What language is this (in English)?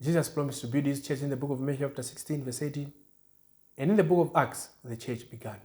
English